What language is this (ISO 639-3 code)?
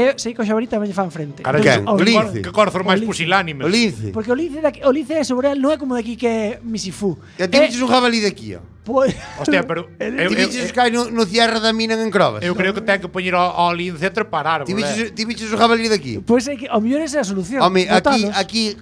glg